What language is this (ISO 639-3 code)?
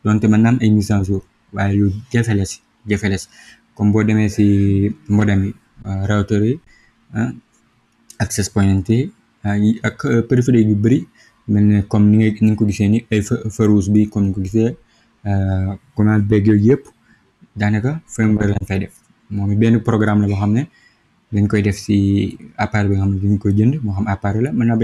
wol